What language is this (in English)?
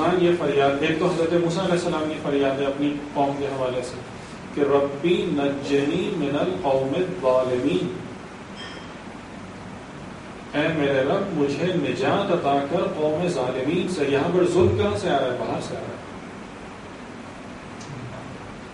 Urdu